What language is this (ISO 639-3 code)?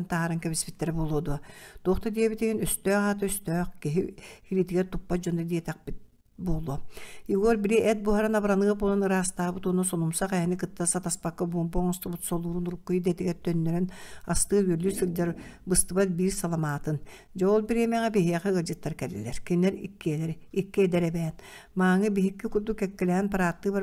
sah